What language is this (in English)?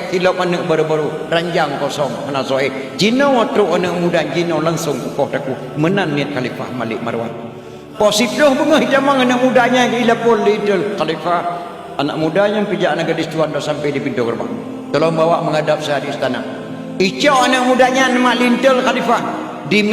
Achinese